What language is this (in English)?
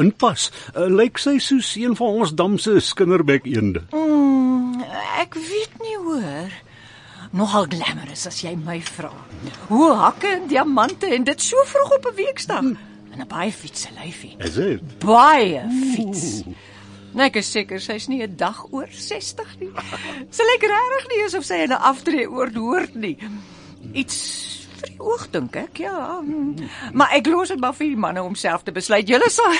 Afrikaans